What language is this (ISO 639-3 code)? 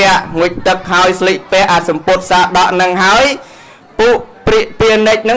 khm